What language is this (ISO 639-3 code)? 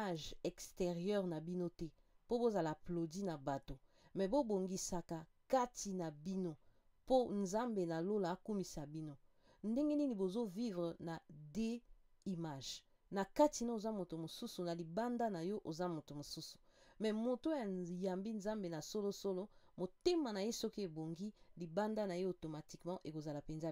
lin